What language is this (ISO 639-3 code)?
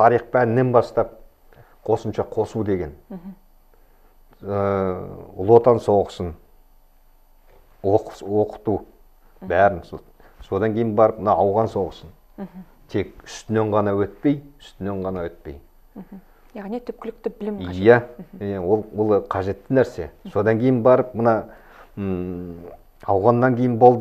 kaz